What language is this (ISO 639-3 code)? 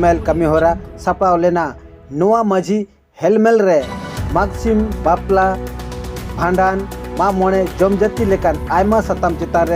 sat